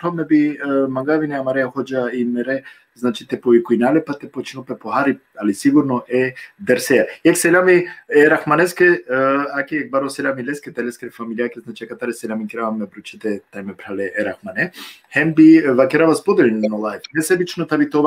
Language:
Balkan Romani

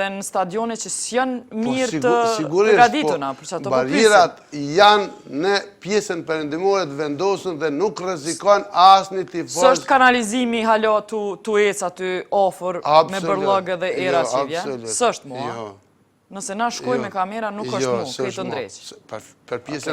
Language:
Albanian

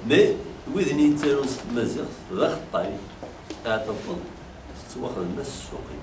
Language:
Kabyle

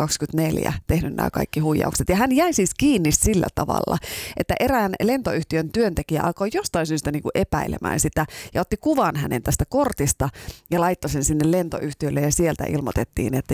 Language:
Finnish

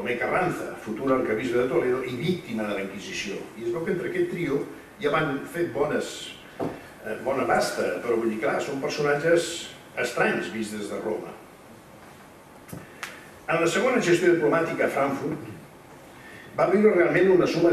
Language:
Catalan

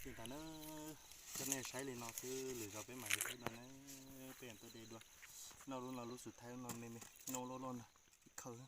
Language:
Hmong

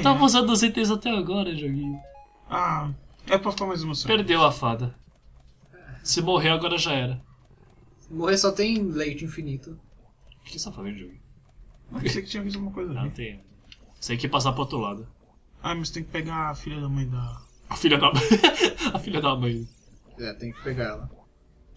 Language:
Portuguese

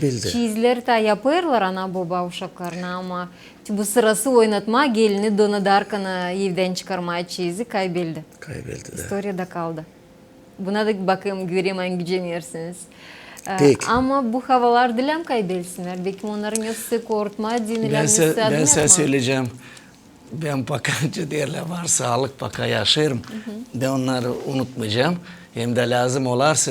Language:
Gagauz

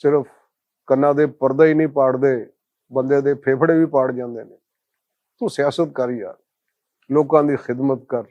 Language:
Western Panjabi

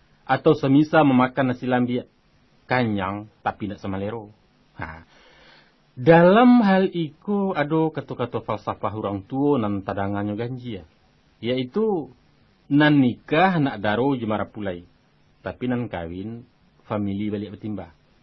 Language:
Minangkabau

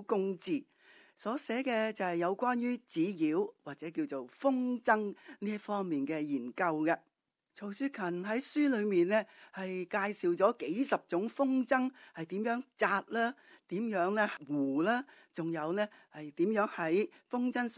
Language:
Cantonese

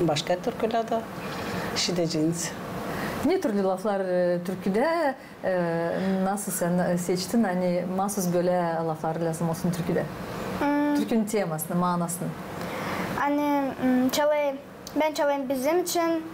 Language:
Gagauz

